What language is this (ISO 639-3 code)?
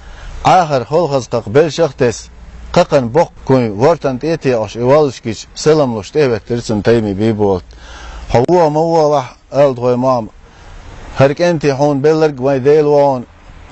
che